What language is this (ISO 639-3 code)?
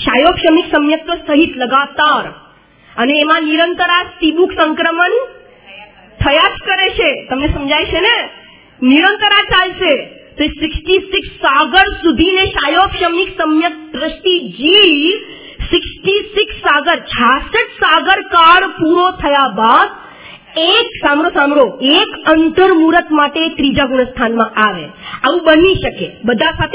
guj